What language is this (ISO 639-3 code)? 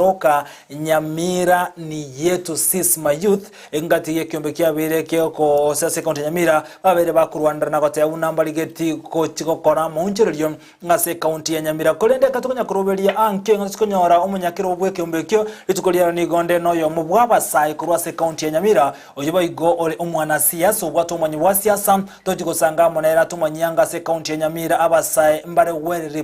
guz